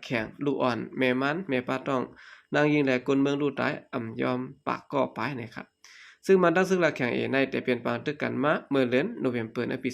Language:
Shan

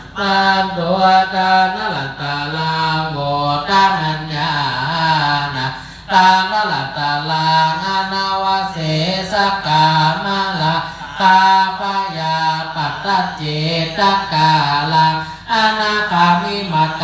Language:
Pali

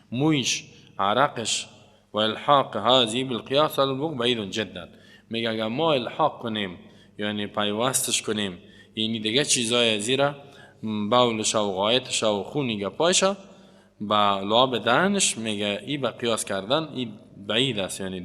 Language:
Persian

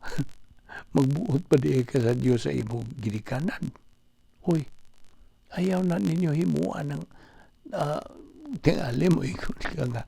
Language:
Cebuano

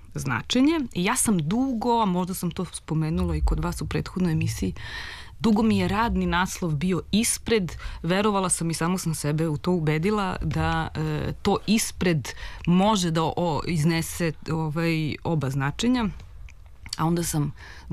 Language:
Serbian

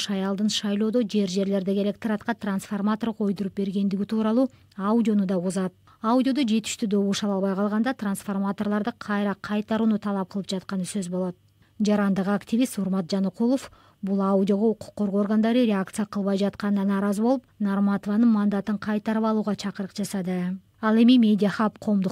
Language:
Kyrgyz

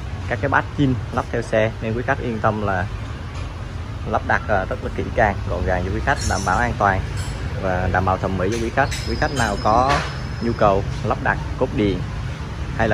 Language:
Vietnamese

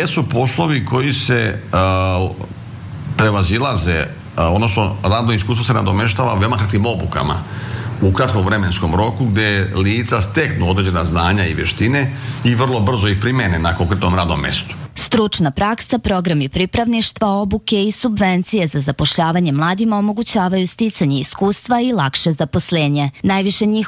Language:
Serbian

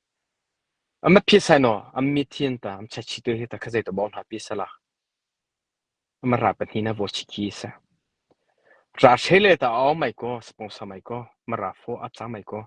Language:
Mara Chin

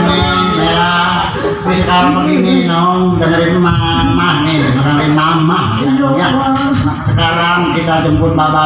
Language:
Betawi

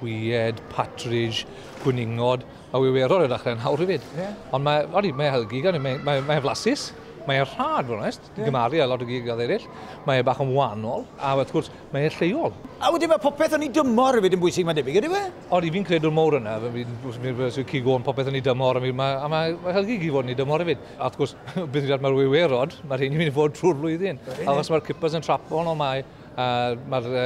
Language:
Welsh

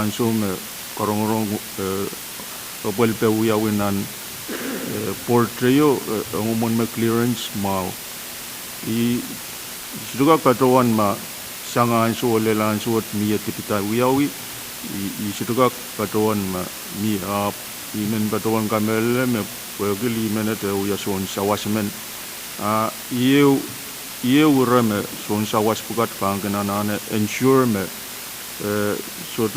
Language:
Pohnpeian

